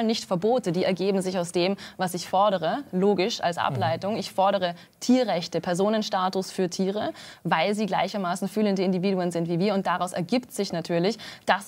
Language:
German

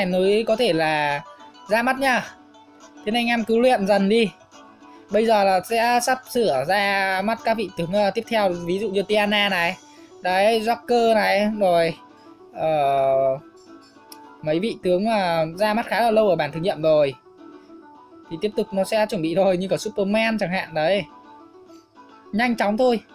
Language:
Vietnamese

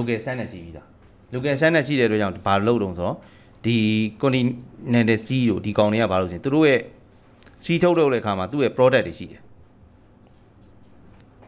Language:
Burmese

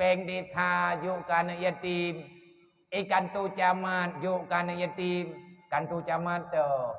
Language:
Achinese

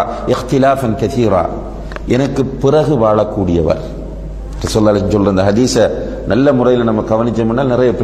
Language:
Tamil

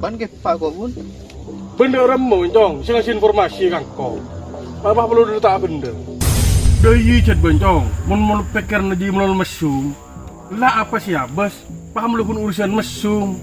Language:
Madurese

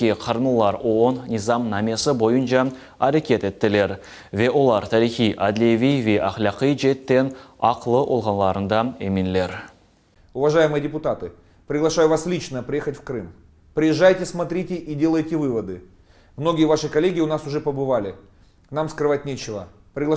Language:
Crimean Tatar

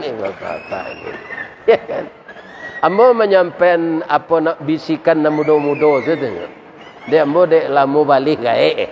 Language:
Minangkabau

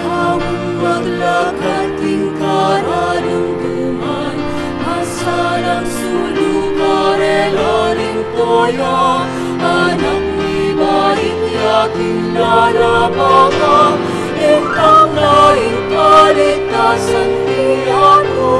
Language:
Pampanga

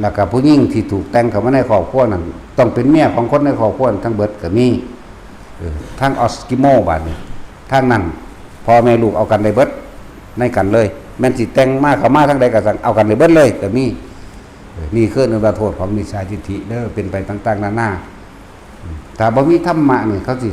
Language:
Lao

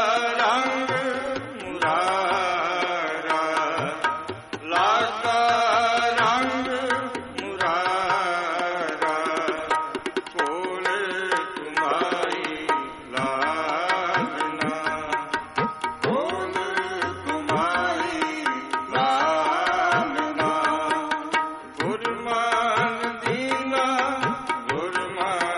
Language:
Punjabi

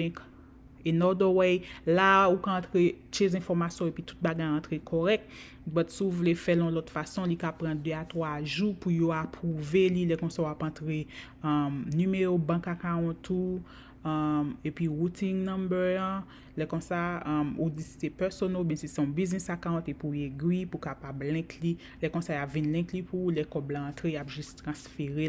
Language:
Haitian Creole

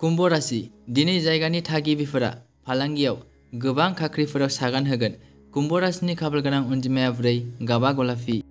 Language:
Bodo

